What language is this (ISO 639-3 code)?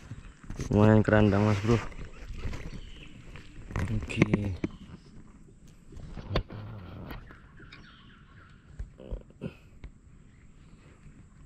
ind